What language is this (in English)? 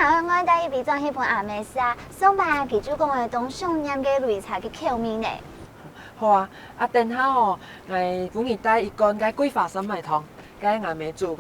Hakka Chinese